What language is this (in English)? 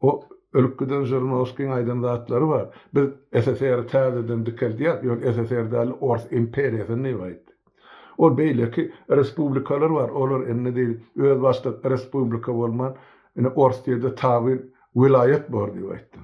Turkmen